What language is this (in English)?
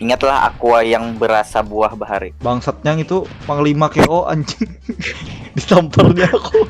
Banjar